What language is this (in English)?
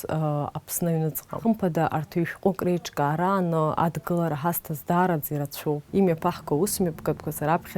Abkhazian